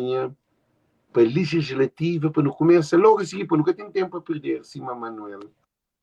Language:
Kabuverdianu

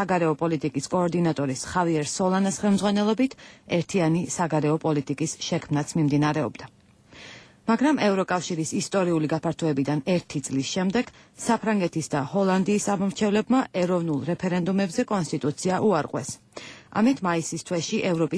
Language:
Georgian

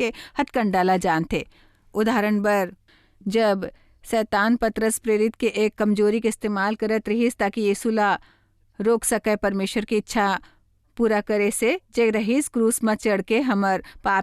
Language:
Chhattisgarhi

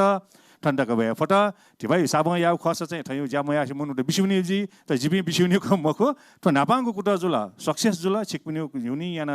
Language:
Newari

